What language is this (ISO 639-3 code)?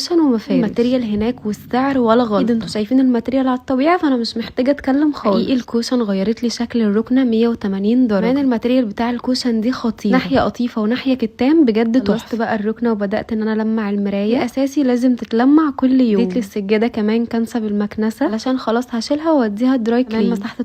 arz